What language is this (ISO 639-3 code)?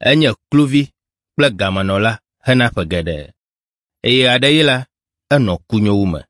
ewe